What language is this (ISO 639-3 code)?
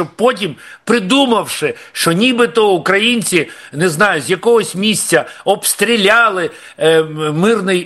ukr